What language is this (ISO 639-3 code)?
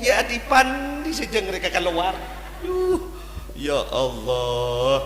mad